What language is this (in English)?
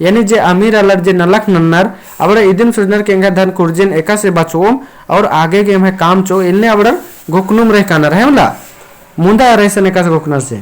Kurukh